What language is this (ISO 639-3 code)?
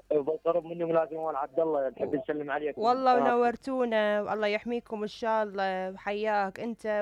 acm